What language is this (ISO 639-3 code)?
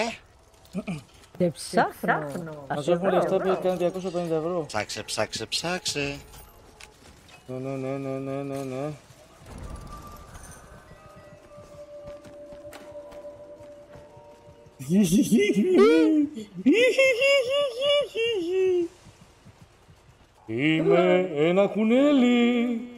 ell